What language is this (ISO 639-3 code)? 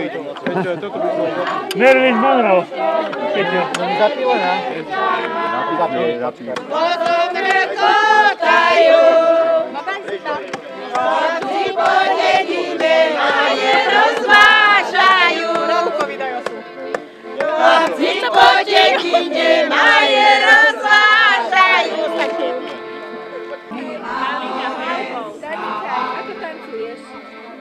slk